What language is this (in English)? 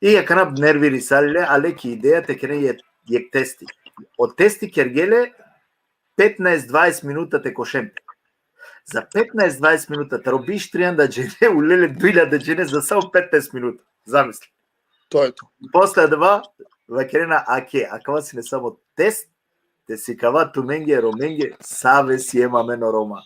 Balkan Romani